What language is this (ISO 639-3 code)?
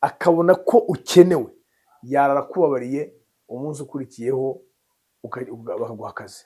kin